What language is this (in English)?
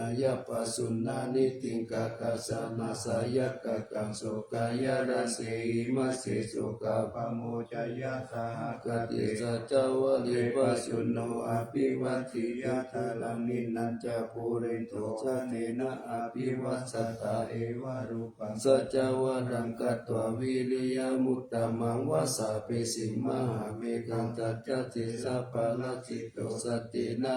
Pali